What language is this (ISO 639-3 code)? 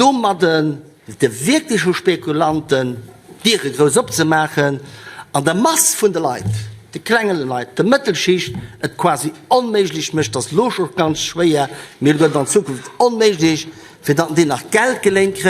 ltz